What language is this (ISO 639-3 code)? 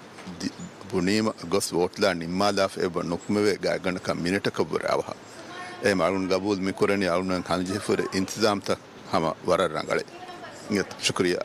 div